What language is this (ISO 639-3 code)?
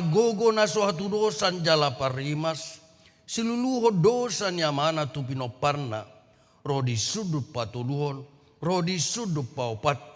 bbc